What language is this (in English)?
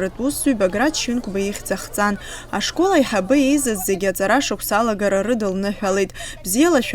Abkhazian